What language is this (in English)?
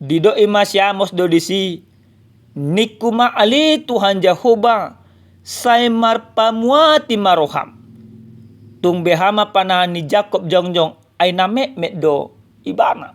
Batak Toba